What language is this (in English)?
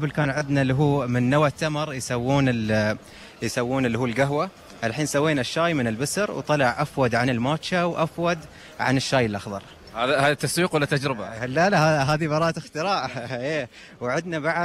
Gulf Arabic